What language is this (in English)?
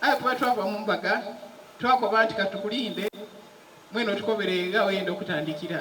Soga